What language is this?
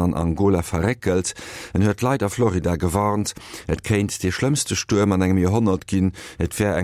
Luxembourgish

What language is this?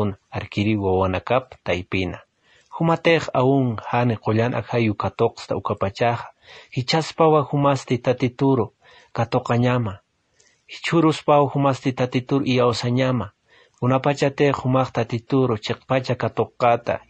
Aymara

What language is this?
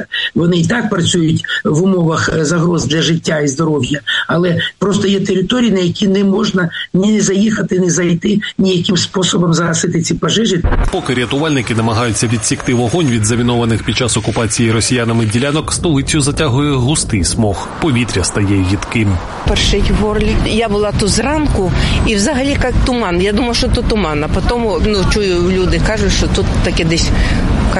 Ukrainian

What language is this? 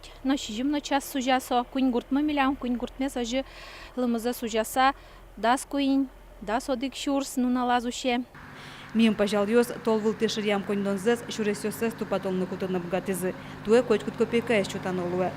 Udmurt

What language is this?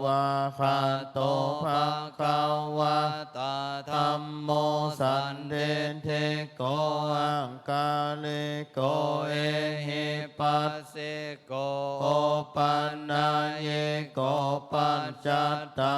Pali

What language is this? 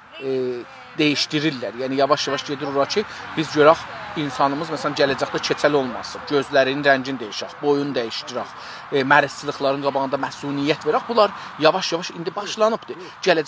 South Azerbaijani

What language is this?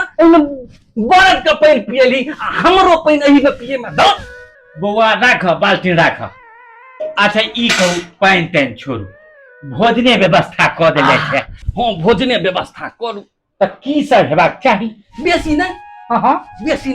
Maithili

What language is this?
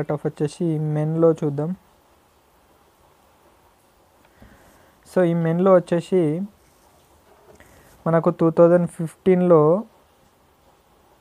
Telugu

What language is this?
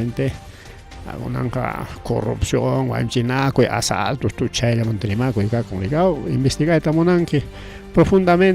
Ayacucho Quechua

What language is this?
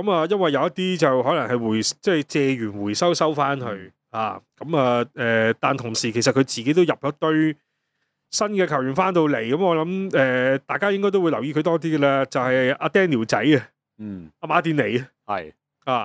Cantonese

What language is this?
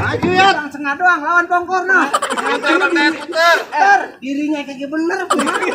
Betawi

